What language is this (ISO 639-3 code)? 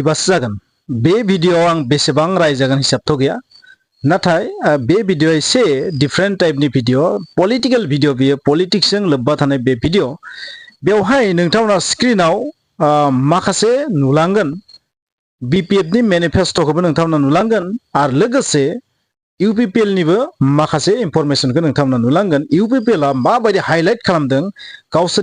brx